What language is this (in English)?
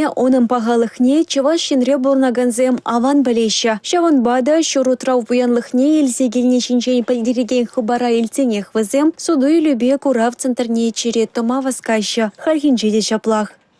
Chuvash